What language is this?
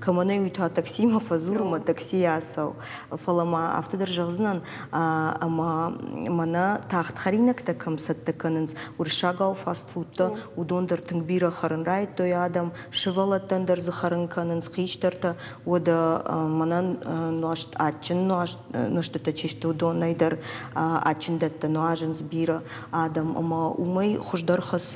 Ossetic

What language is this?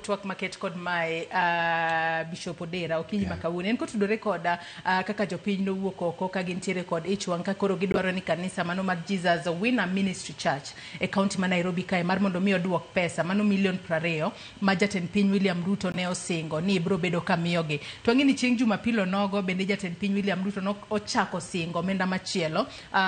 Luo (Kenya and Tanzania)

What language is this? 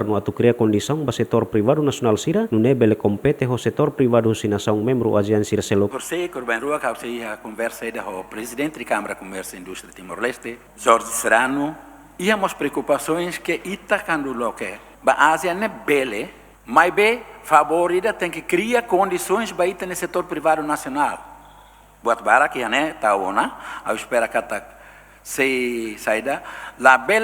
Tetum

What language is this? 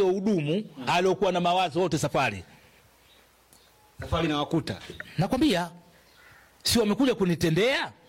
Swahili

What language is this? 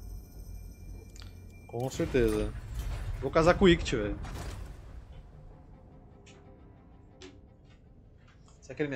Portuguese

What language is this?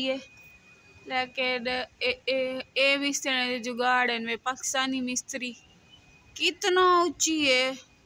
Saraiki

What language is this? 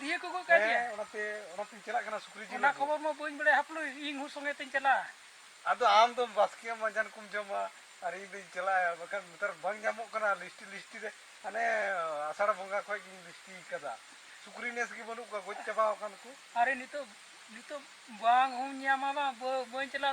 Santali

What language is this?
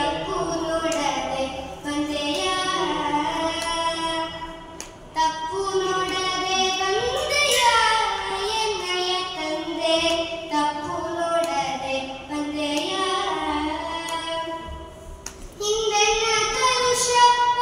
Kannada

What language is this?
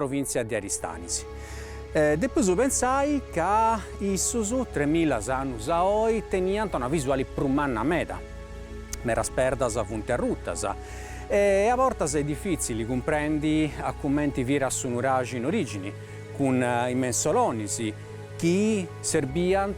Sardinian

